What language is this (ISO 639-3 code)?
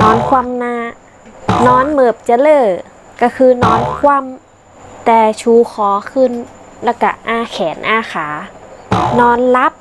nod